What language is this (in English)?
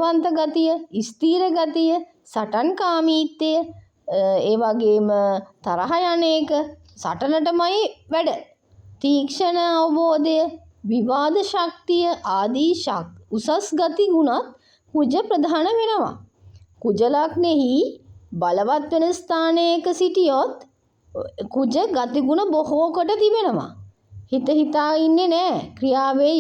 Sinhala